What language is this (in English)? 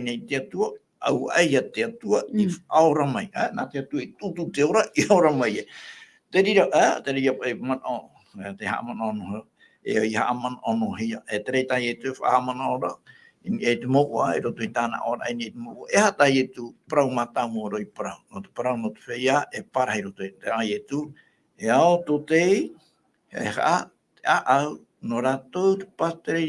Tahitian